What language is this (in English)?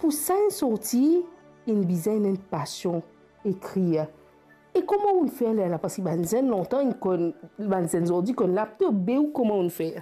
Morisyen